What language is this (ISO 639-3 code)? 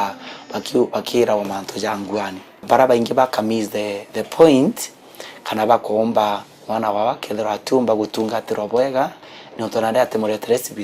mer